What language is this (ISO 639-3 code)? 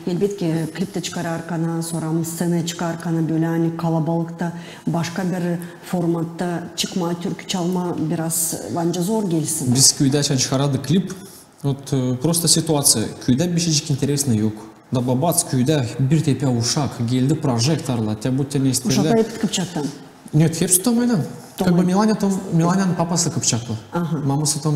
gag